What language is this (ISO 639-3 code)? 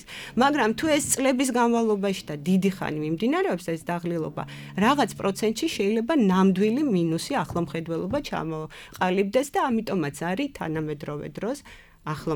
kat